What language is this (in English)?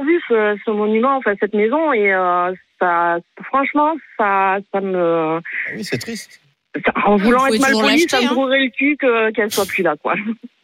French